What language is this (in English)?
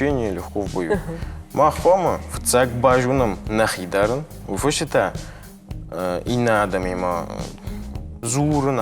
Ossetic